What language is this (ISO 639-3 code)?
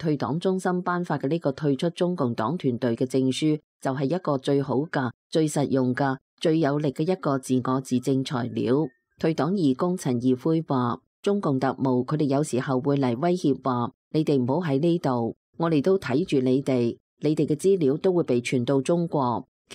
yue